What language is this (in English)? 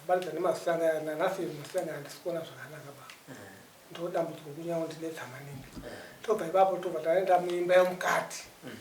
Shona